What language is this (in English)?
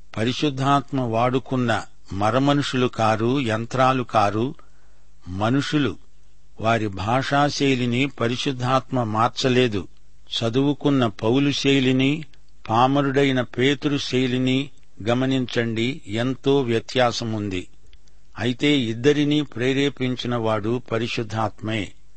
Telugu